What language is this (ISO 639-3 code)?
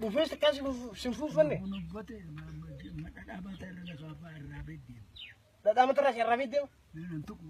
orm